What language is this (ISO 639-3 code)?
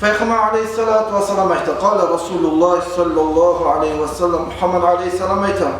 kum